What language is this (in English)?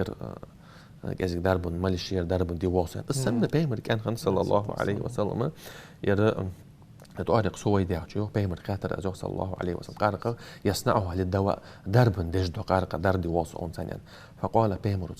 Ingush